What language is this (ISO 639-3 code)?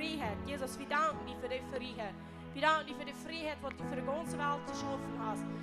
pdt